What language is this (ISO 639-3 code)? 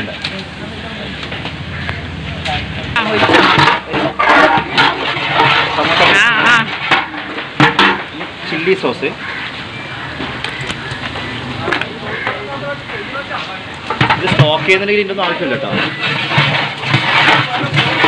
mal